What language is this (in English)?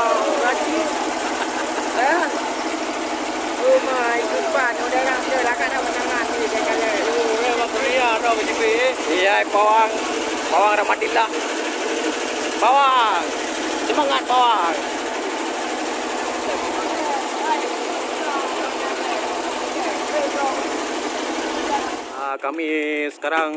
Malay